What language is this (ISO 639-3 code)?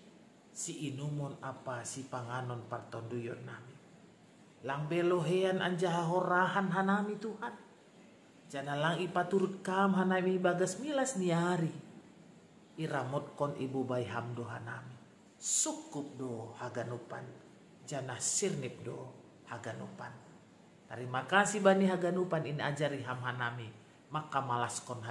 bts